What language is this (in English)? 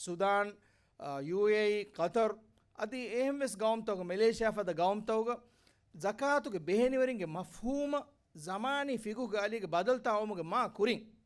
Divehi